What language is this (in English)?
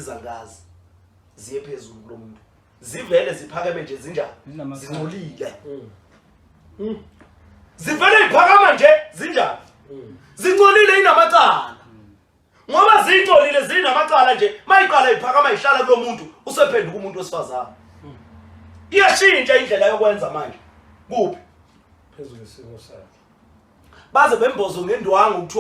Zulu